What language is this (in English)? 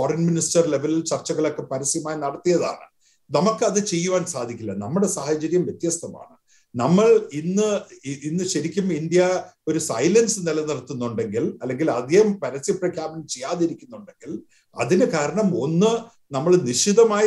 Malayalam